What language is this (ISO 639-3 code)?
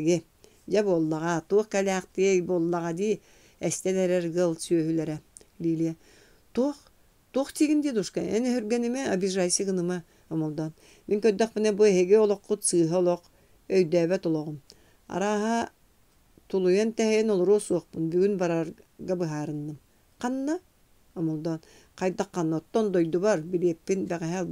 sah